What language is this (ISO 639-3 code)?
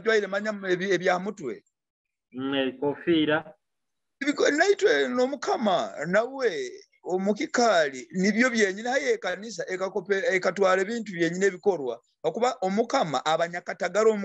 nyo